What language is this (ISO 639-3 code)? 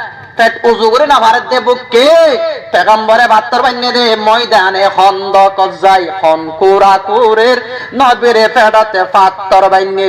rhg